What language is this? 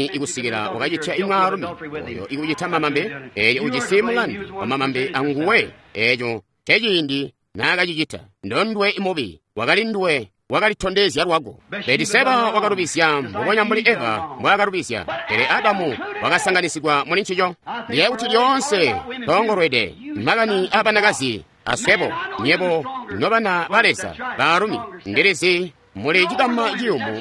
Tonga (Zambia)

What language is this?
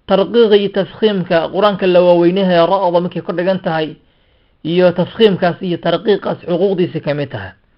Somali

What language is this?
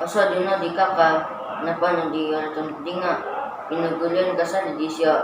Central Dusun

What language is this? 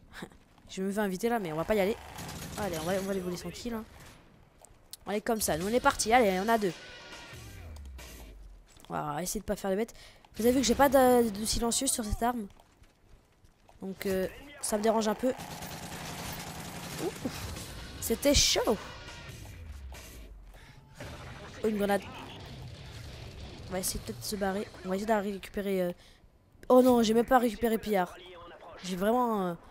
French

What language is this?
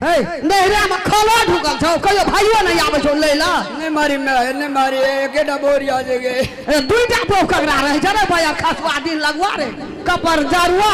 Maithili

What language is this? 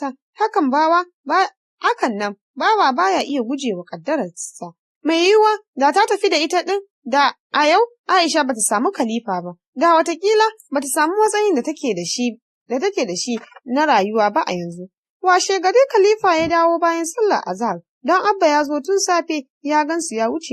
Hausa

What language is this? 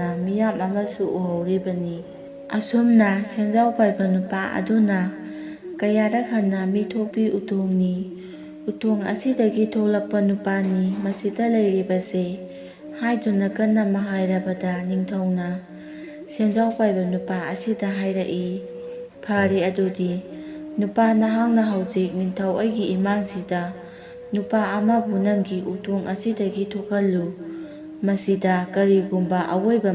Manipuri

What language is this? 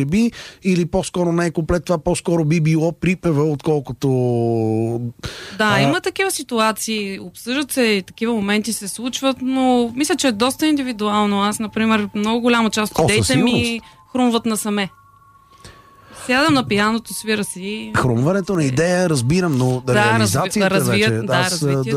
Bulgarian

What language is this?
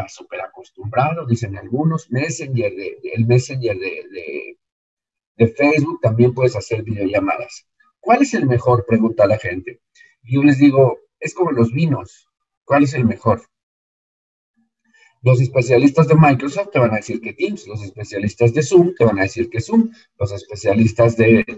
Spanish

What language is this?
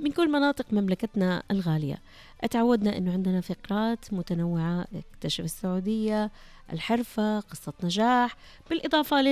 Najdi Arabic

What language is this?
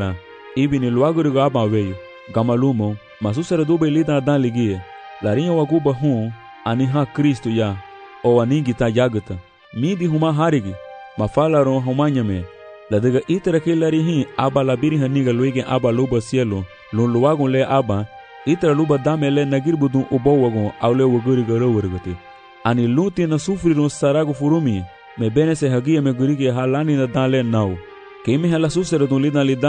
Garifuna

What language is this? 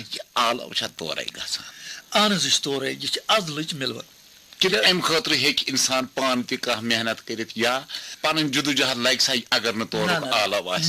Kashmiri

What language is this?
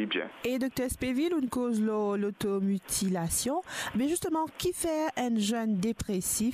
Morisyen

